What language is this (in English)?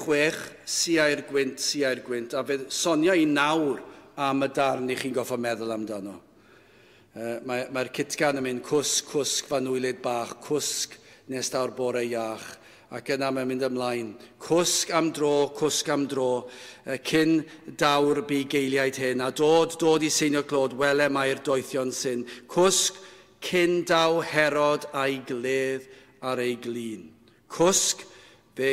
Welsh